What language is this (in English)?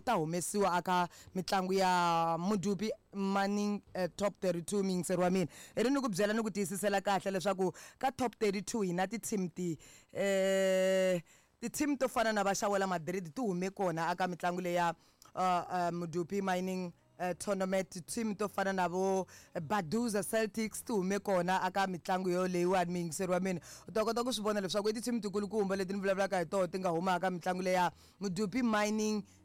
Tsonga